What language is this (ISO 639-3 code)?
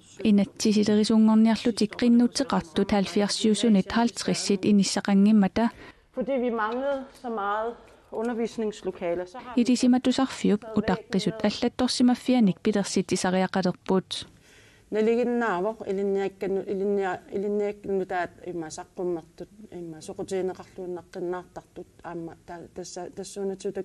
kal